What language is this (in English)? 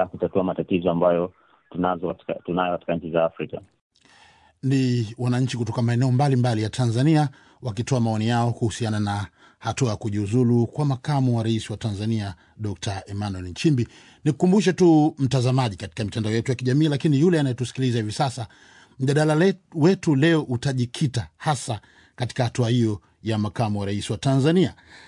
Swahili